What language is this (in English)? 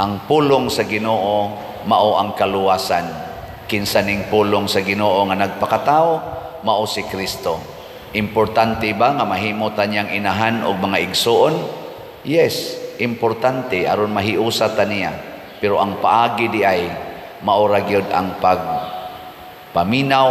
Cebuano